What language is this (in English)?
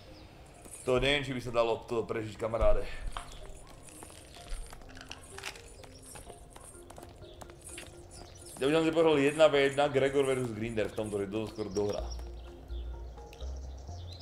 Slovak